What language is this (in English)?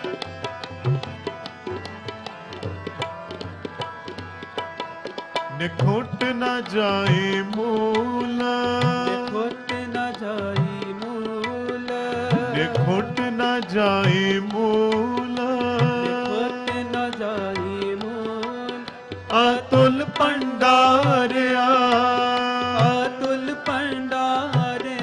Punjabi